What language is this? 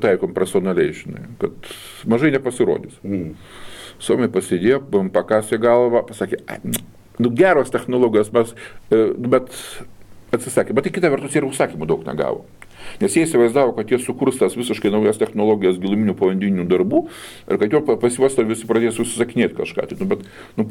Lithuanian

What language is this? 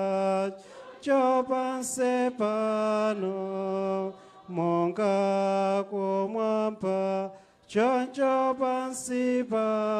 Nyanja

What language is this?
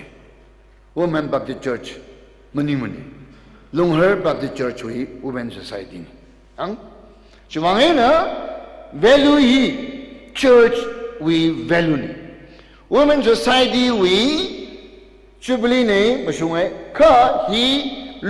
Tangkhul Naga (India)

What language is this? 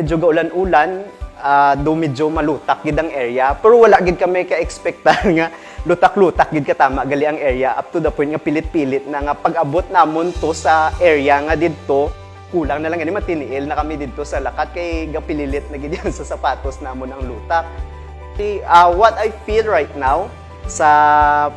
Hiligaynon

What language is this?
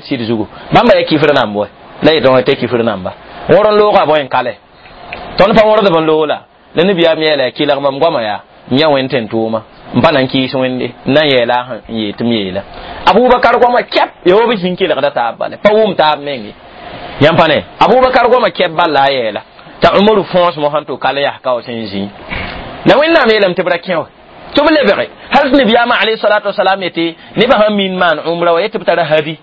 Mossi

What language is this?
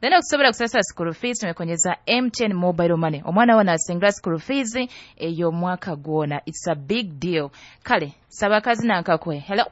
Nyoro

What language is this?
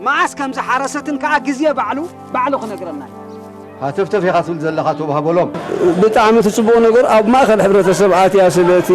Tigrinya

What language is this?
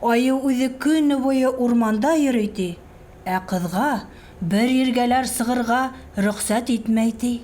Bashkir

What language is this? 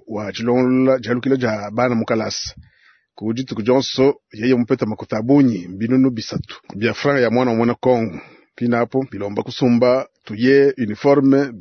Luba-Lulua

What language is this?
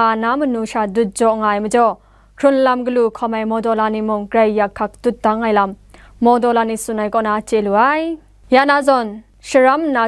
Kachin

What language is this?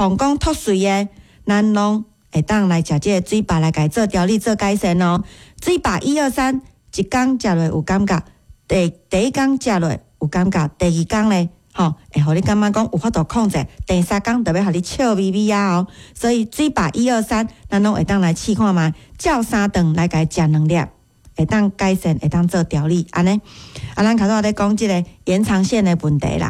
Min Nan Chinese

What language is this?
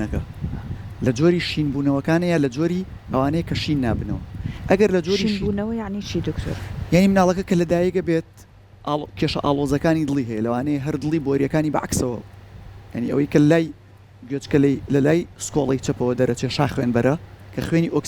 Central Kurdish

